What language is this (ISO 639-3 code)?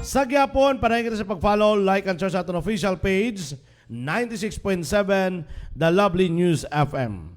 hil